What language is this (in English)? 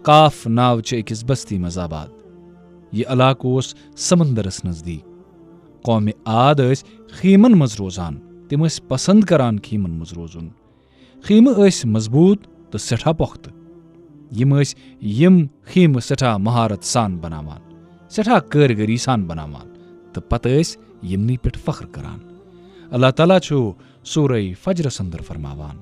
Kashmiri